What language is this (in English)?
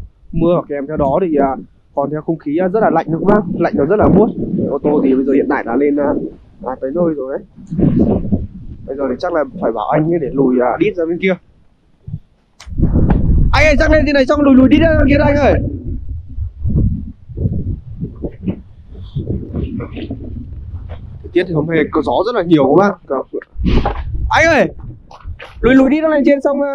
Vietnamese